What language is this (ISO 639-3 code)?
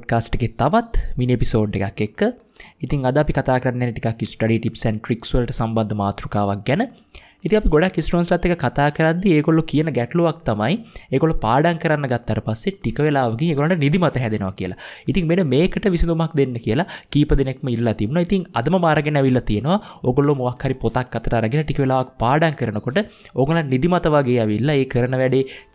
sin